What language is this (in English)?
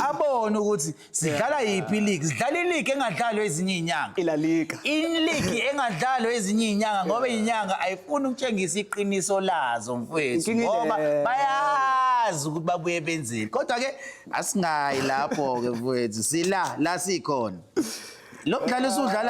Zulu